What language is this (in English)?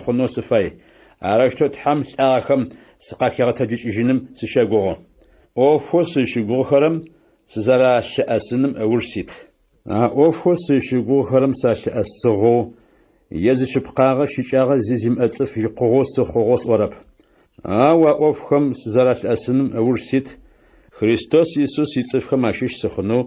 Adyghe